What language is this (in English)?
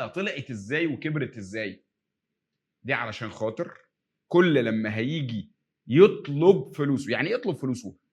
Egyptian Arabic